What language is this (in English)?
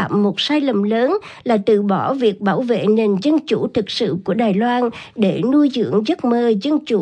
Vietnamese